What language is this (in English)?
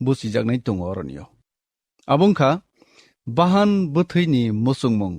Kok Borok